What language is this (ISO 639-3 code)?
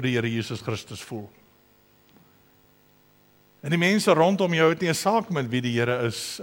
afr